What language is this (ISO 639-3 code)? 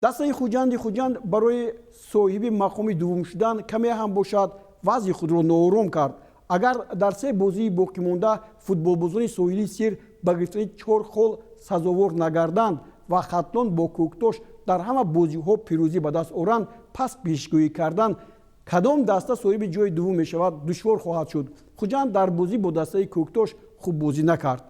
tgk